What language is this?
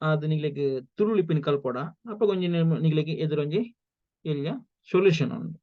Tulu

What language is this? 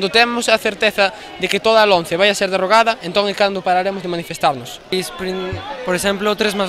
Galician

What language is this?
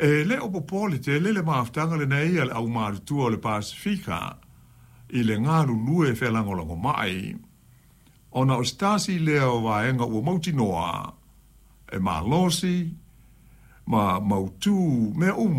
Samoan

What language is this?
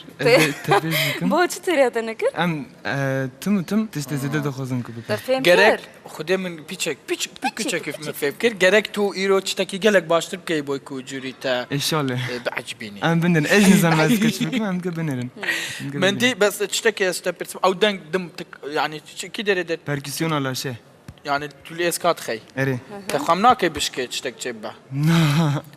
Kurdish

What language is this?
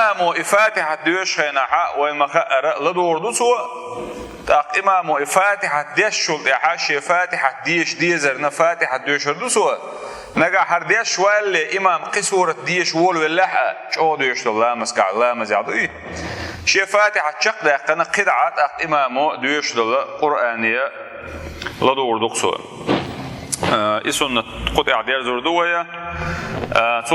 Chechen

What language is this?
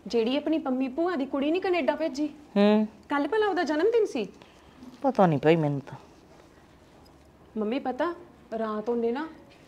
Punjabi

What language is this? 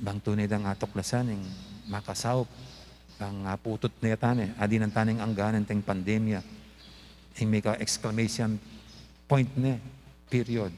Pampanga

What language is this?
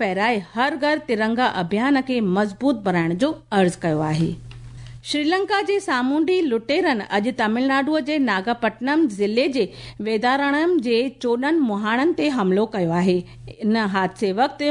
Sindhi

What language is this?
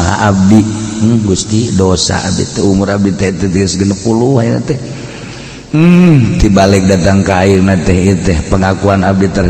Sundanese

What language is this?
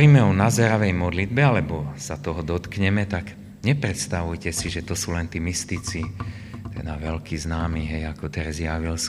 Slovak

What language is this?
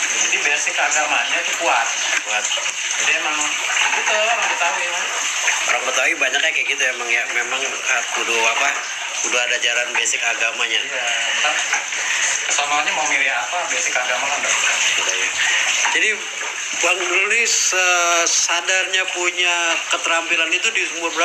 Betawi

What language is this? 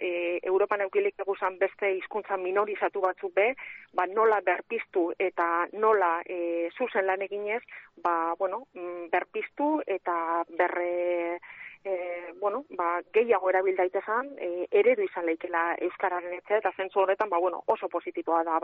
Basque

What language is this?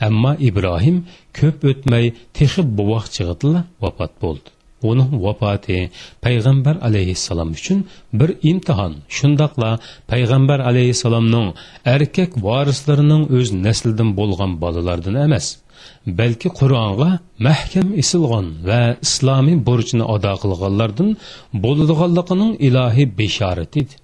Uyghur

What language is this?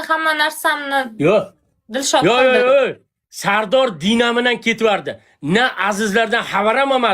Uzbek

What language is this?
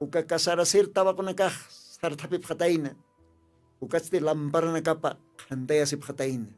Aymara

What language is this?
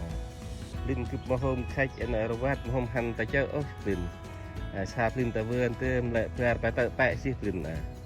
Central Mnong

